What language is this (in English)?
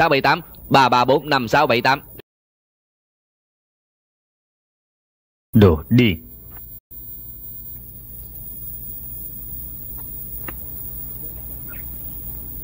Vietnamese